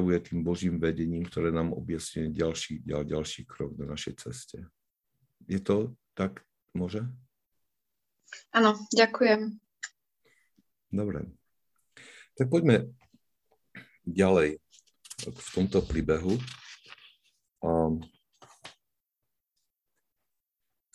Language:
Slovak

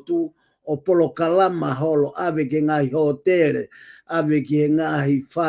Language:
Tongan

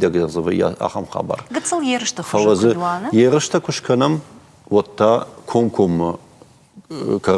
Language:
Ossetic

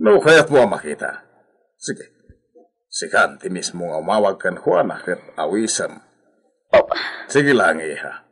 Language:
Iloko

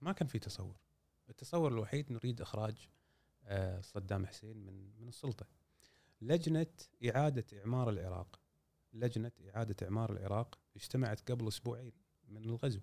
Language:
Gulf Arabic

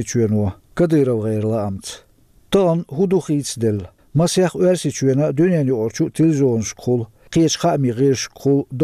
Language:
Chechen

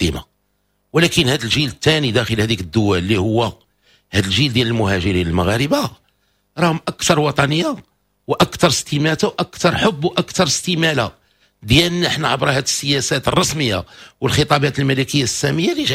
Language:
Moroccan Arabic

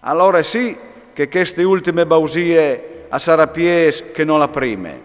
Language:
Friulian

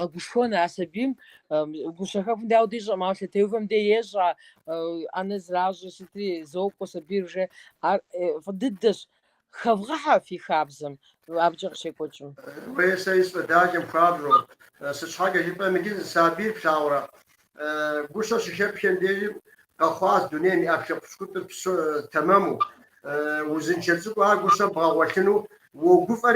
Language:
Kabardian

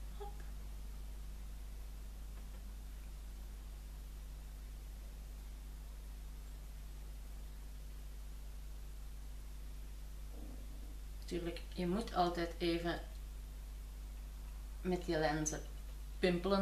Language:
Dutch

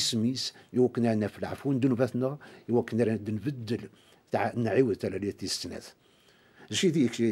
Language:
Kabyle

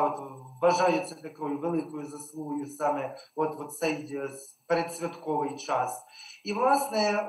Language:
Ukrainian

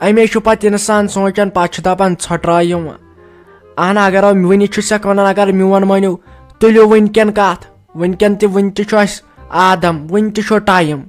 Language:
Kashmiri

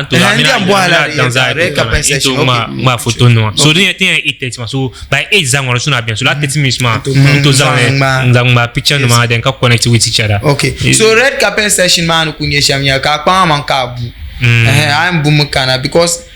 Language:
Dagbani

